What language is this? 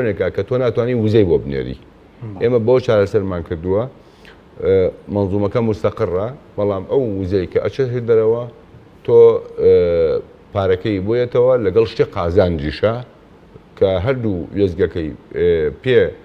Central Kurdish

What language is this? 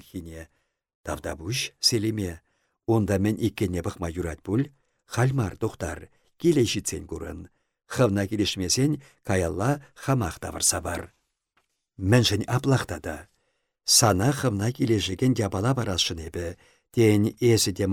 Chuvash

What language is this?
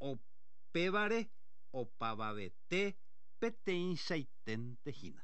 Guarani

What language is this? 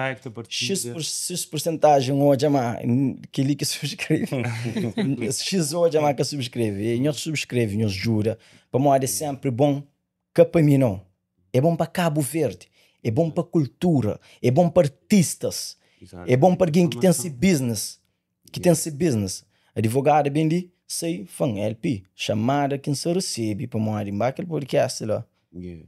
Kabuverdianu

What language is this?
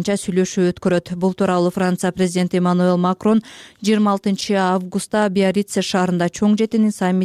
Kyrgyz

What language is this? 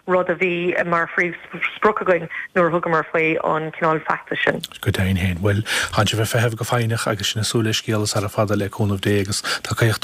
Irish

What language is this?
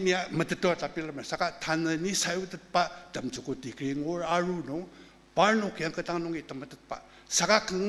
Ao Naga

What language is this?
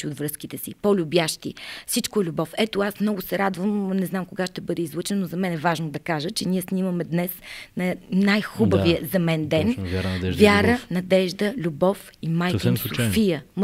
Bulgarian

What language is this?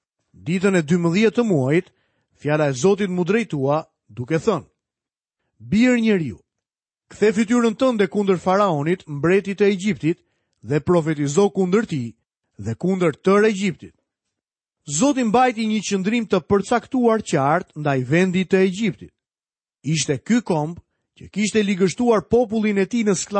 Albanian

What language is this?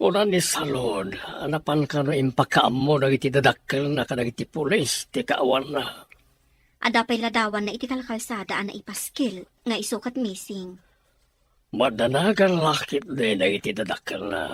Iloko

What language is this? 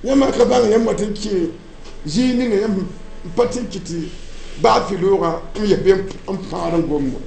Mossi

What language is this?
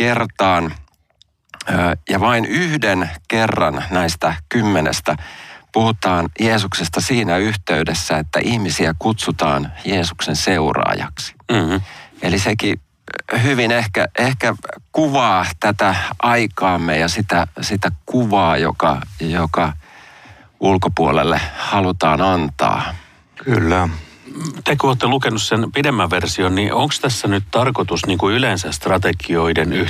Finnish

